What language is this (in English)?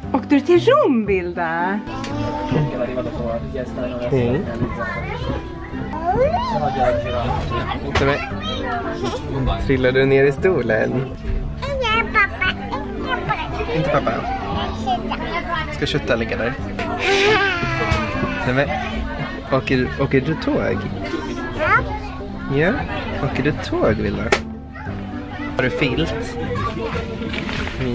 Swedish